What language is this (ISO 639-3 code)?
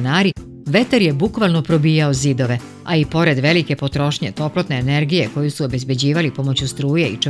srp